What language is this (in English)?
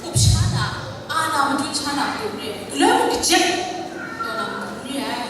Kachin